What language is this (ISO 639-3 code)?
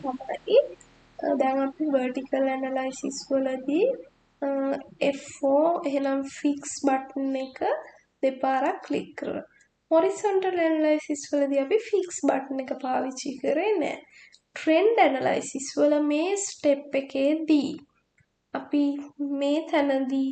sin